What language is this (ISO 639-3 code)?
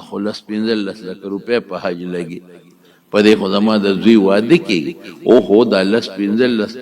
pus